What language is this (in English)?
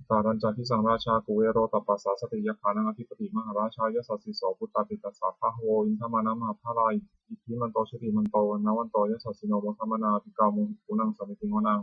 Pali